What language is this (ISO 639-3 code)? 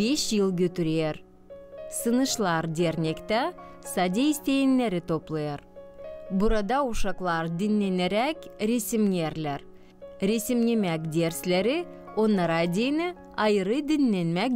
gag